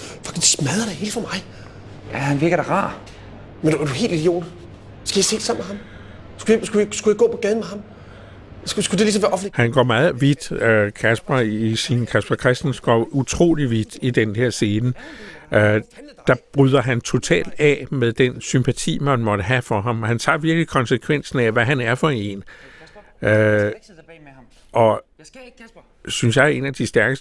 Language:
Danish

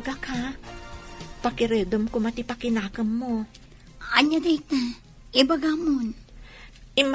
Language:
Iloko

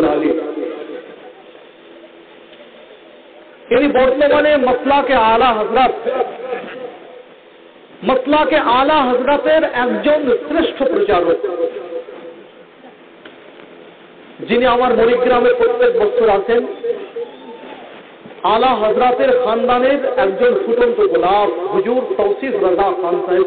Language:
Bangla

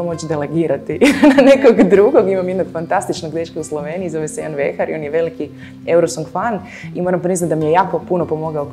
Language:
Croatian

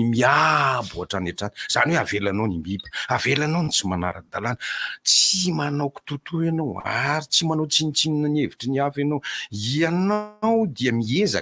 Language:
Malagasy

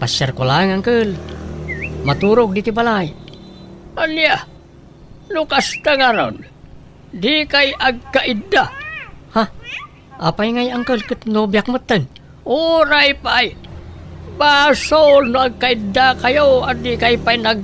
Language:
Iloko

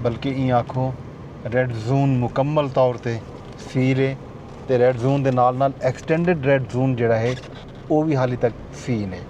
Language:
Saraiki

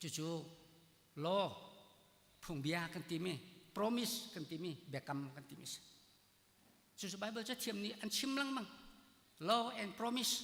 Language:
Hakha Chin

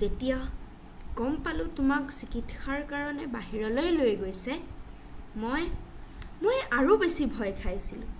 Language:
Assamese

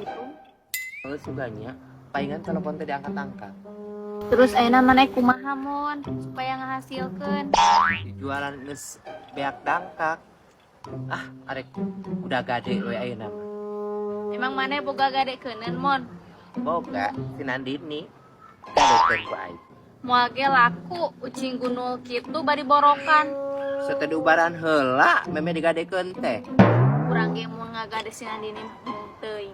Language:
Sundanese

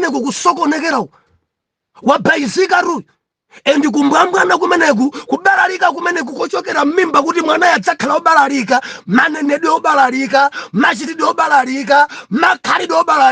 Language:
Nyanja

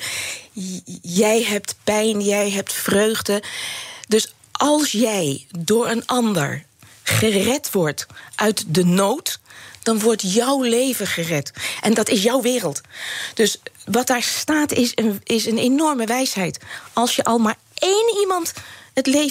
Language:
Dutch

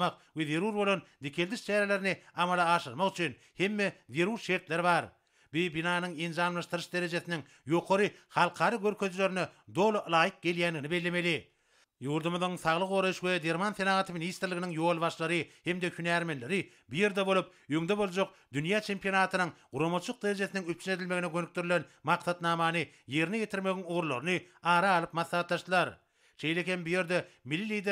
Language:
Turkmen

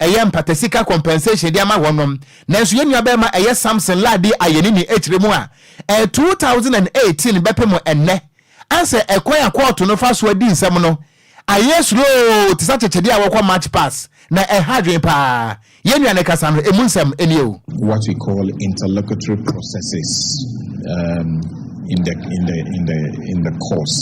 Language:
Akan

